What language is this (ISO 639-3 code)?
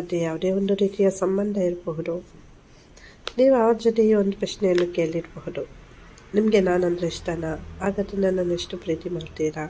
kan